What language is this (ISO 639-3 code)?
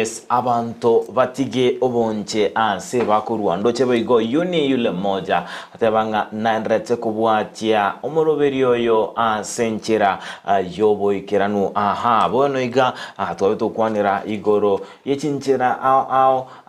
guz